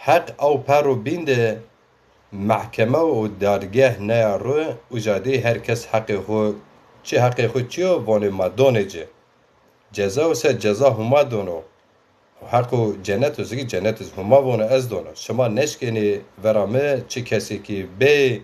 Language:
Zaza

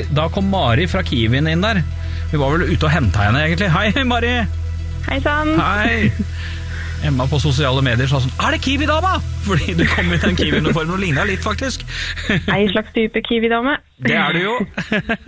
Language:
Norwegian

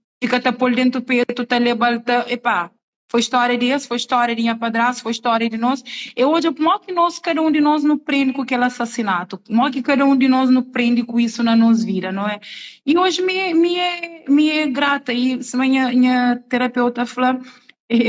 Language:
Kabuverdianu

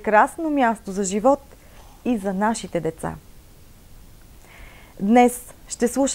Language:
Bulgarian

